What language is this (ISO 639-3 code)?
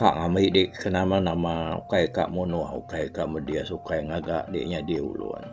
iba